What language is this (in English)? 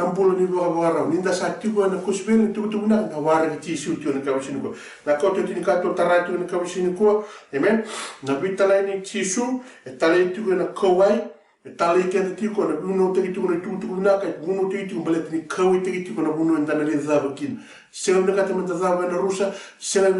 Fijian